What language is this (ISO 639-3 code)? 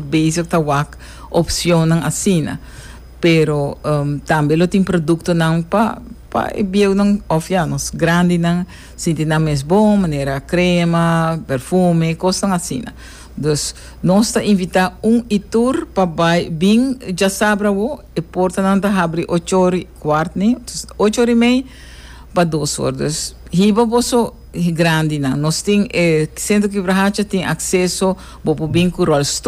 pap